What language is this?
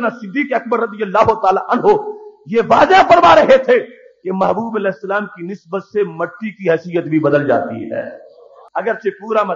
Urdu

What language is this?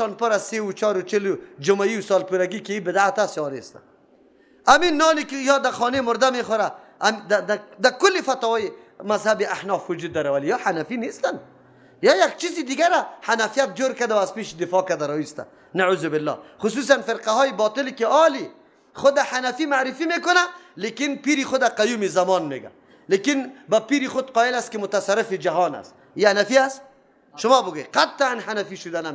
Persian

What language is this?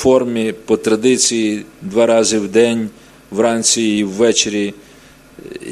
Ukrainian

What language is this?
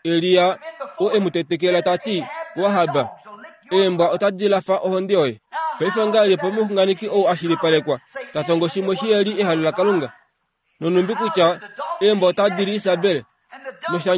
Kuanyama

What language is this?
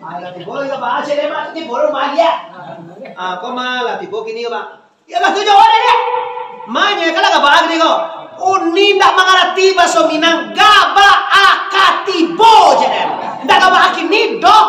Minangkabau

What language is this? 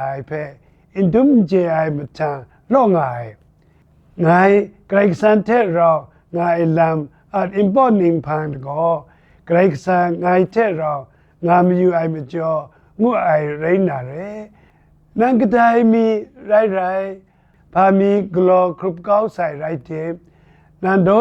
Kachin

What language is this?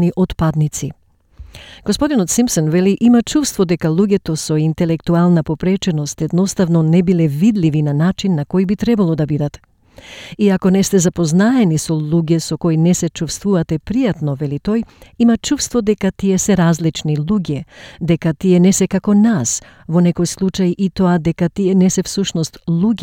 Macedonian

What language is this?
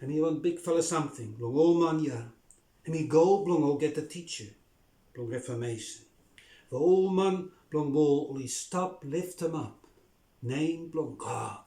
Bislama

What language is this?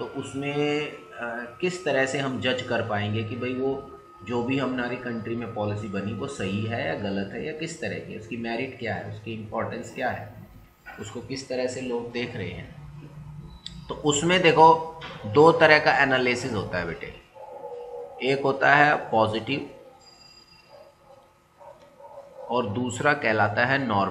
Hindi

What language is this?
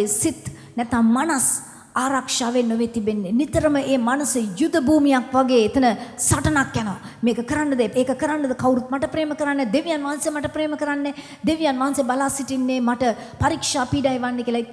Sinhala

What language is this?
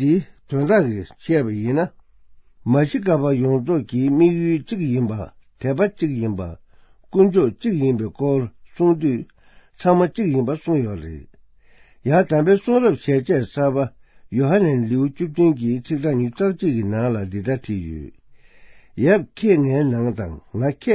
Tibetan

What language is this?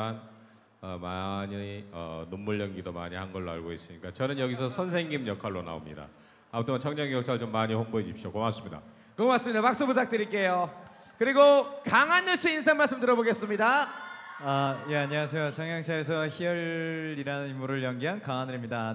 Korean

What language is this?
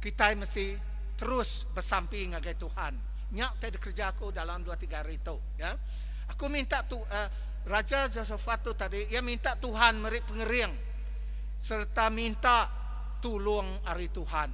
Iban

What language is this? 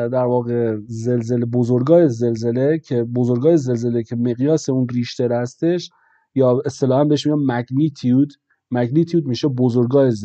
Persian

